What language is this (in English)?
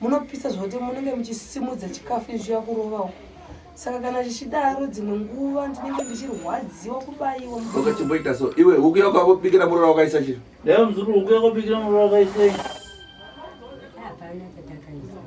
Shona